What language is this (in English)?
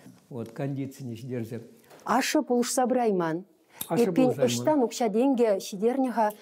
Chuvash